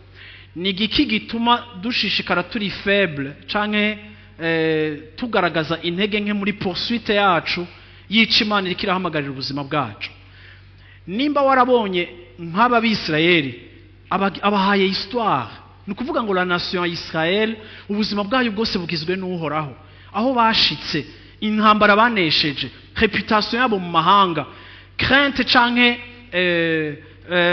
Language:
Rundi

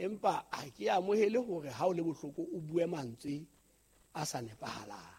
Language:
Southern Sotho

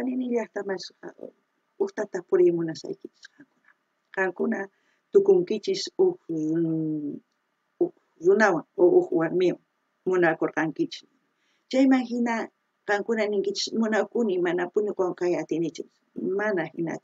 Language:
South Bolivian Quechua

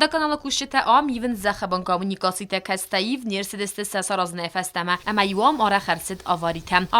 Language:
Ossetic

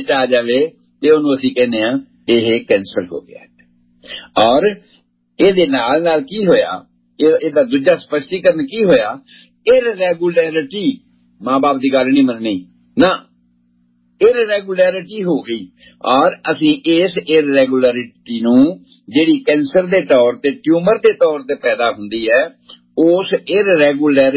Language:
Punjabi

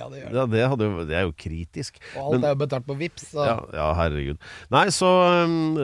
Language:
Norwegian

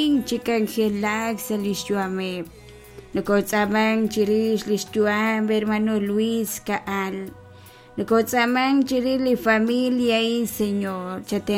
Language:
Kekchí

